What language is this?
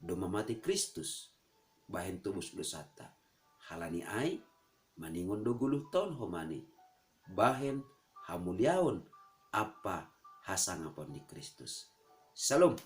Batak Simalungun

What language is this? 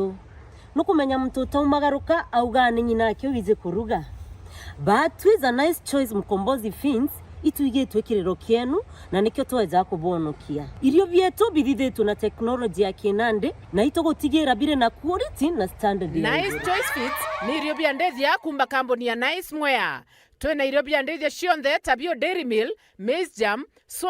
Meru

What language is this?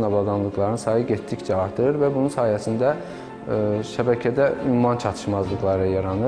Azerbaijani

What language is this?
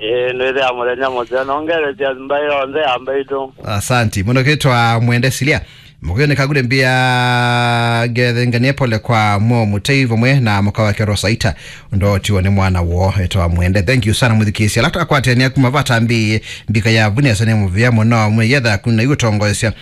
Kamba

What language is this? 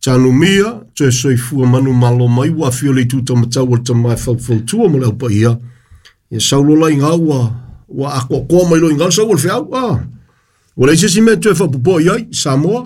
Samoan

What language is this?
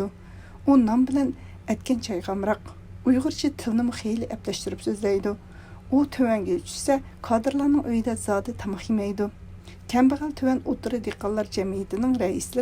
Uyghur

